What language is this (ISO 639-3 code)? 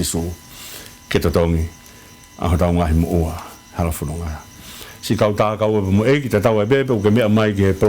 ton